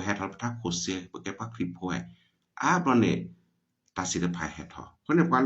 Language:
S'gaw Karen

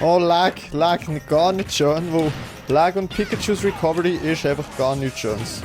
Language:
Swiss German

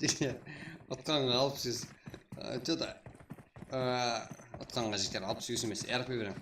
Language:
Kara-Kalpak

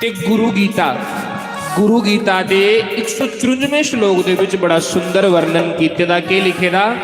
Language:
Dogri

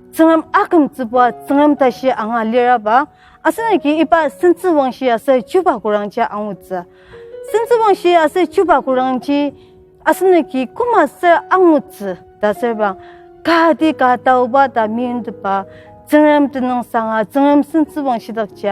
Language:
Ao Naga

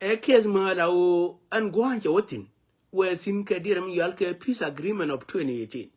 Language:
Nuer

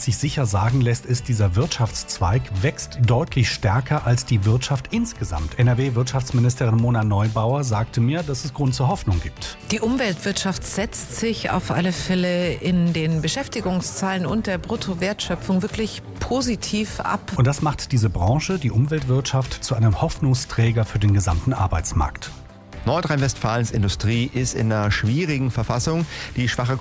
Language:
German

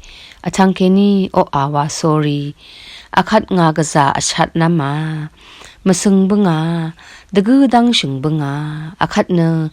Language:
Rawang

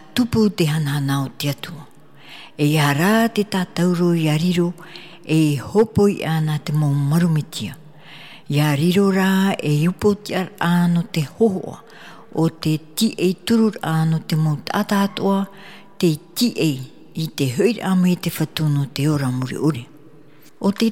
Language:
Tahitian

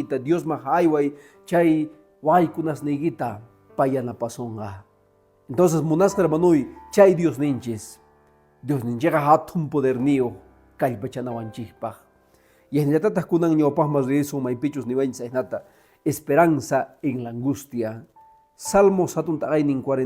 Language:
Quechua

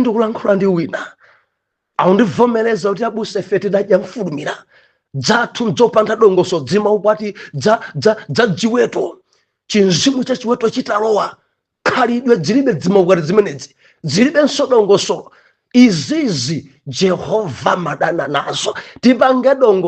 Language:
Nyanja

